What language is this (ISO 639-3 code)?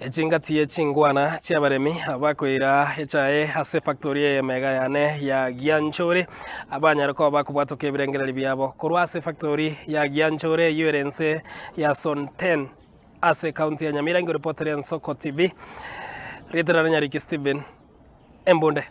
guz